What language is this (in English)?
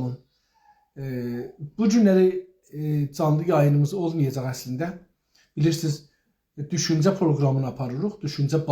South Azerbaijani